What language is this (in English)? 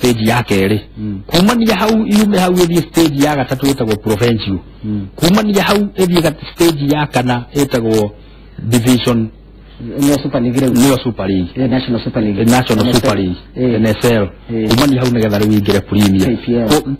Kikuyu